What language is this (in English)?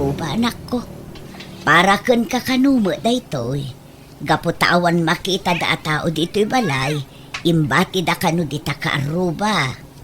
Iloko